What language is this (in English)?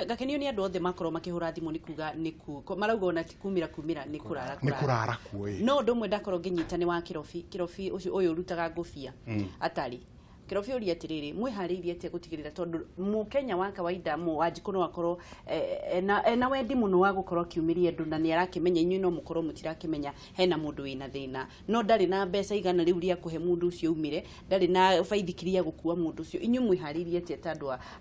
Kikuyu